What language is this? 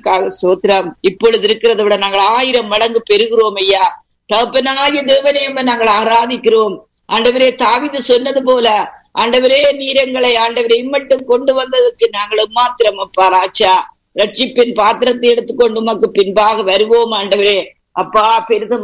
Tamil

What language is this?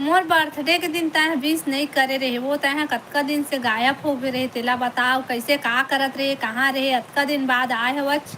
Chhattisgarhi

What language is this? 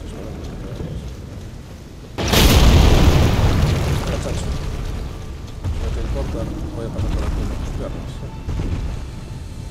Spanish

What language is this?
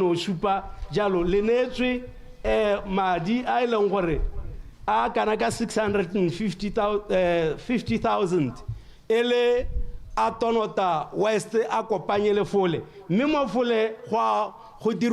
Tswana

